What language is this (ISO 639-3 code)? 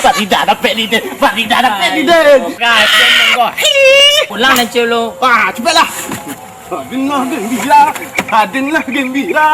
min